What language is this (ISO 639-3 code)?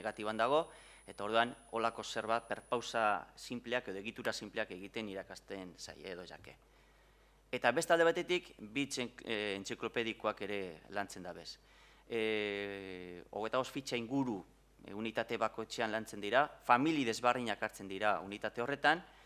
eus